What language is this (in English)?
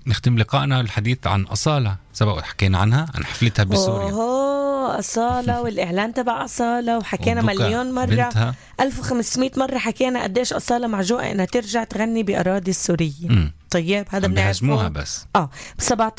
North Levantine Arabic